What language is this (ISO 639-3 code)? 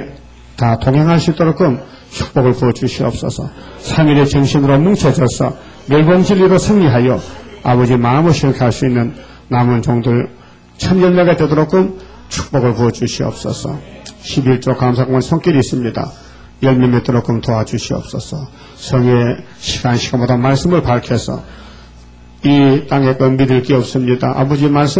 kor